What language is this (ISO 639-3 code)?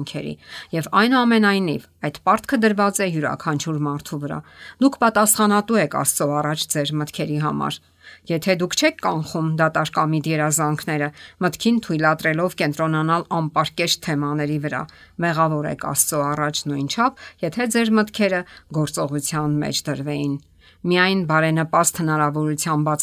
hye